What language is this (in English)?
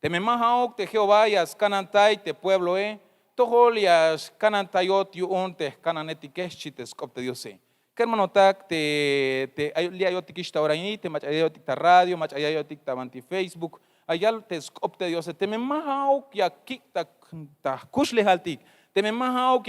Tzeltal